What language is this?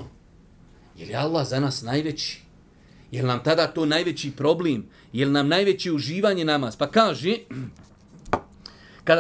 Bosnian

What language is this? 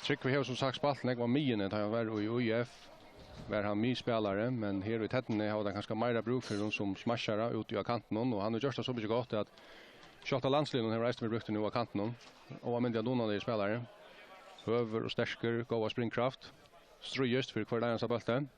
Faroese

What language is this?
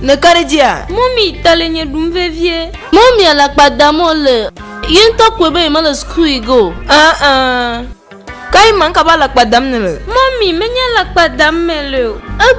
Ewe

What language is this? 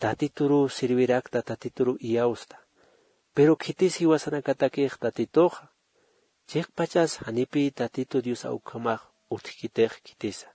Aymara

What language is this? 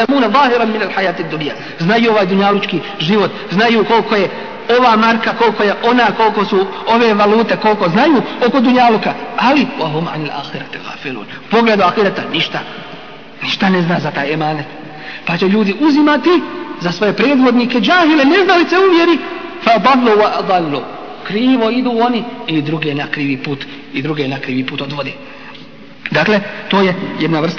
Bosnian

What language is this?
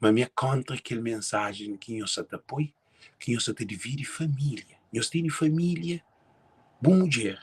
Kabuverdianu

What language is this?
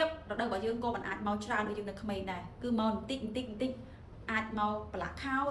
Khmer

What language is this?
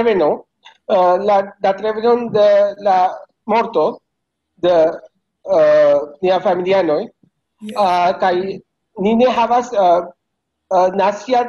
Esperanto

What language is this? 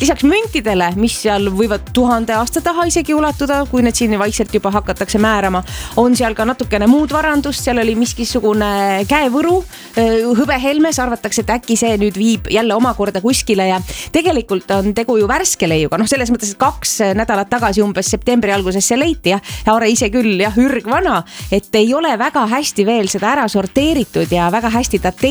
Estonian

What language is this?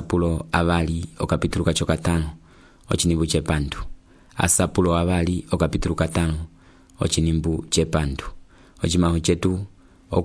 Umbundu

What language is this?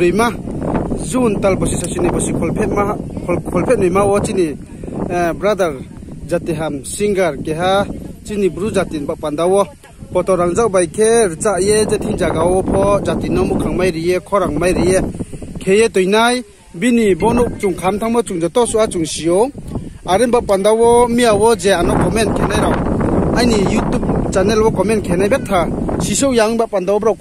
Riang (India)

